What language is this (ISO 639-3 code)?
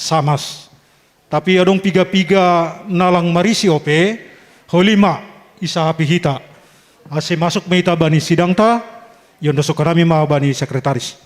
bts